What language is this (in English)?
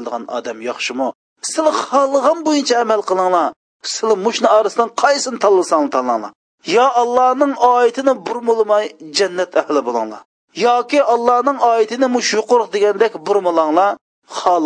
Uyghur